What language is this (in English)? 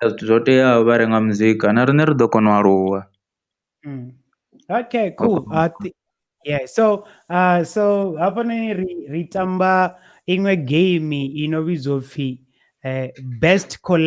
Venda